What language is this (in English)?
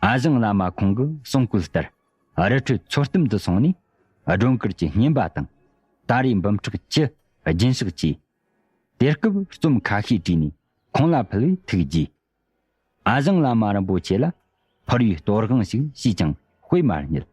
Tibetan